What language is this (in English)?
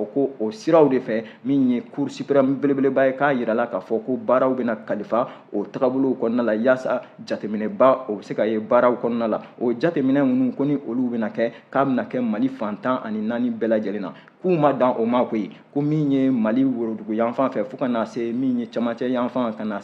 Bambara